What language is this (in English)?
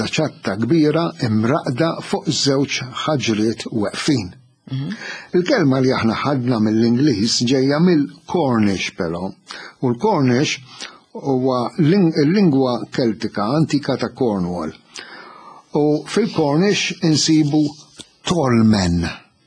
Maltese